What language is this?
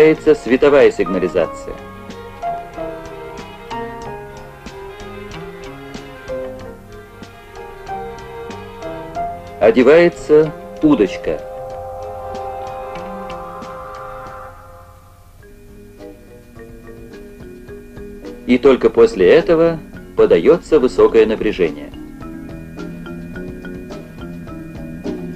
Russian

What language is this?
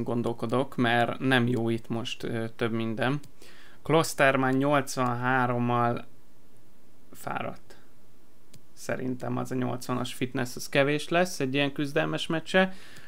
Hungarian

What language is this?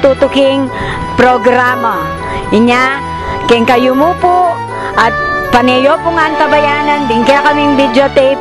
Pampanga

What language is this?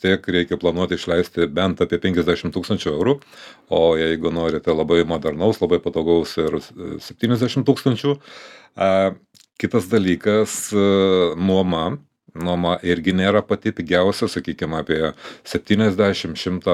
Lithuanian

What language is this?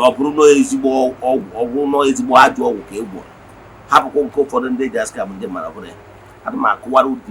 Igbo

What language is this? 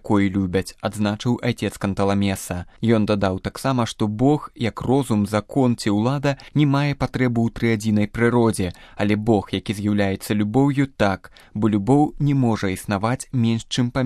Belarusian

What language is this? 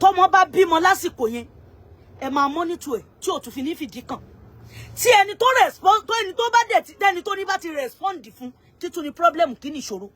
Yoruba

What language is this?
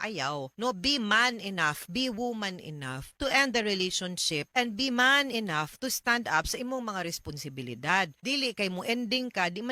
Cebuano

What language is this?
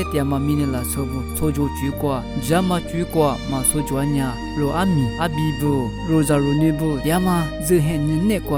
Lisu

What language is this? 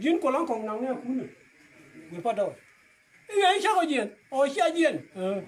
Nuer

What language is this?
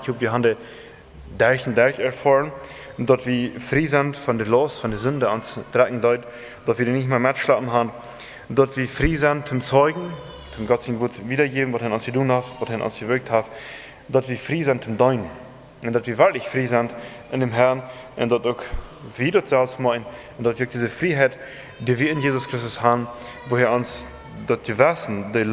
Plautdietsch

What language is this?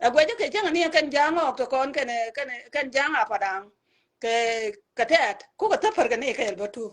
Nuer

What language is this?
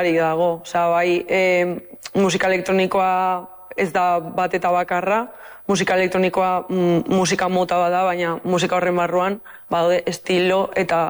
Basque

